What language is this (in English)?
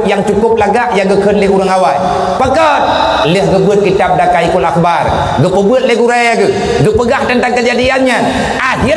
Achinese